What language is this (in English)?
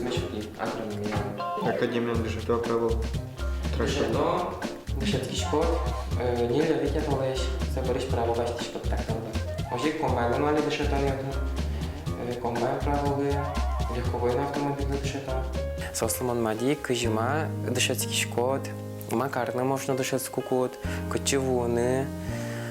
Udmurt